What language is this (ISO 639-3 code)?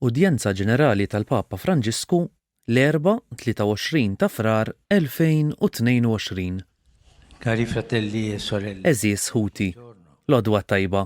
mlt